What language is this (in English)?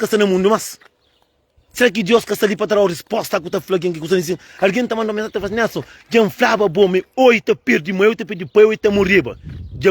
Kabuverdianu